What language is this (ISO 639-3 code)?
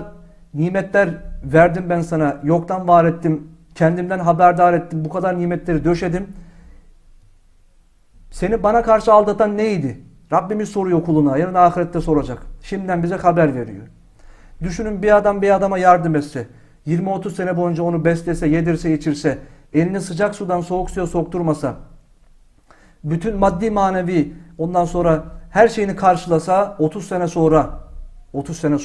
tur